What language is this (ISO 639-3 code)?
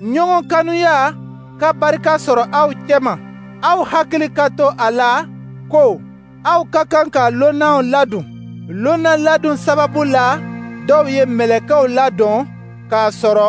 dyu